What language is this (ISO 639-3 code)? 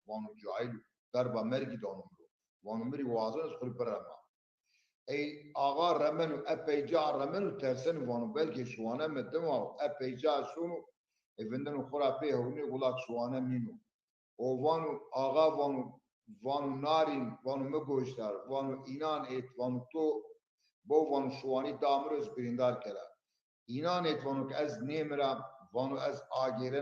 zza